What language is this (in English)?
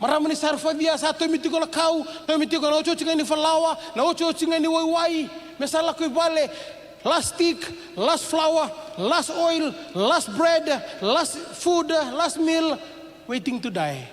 Fijian